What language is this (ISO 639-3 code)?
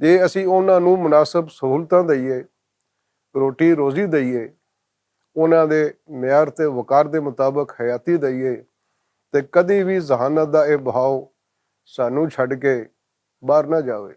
lah